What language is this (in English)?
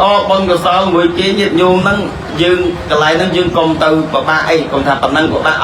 Khmer